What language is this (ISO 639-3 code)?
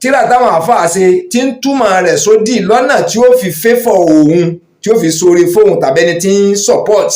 yor